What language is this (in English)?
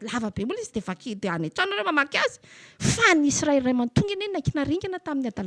Malagasy